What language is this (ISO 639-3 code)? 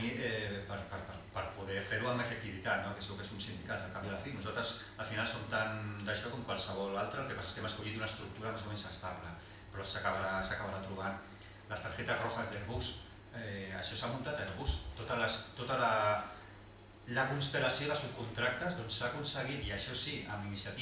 cat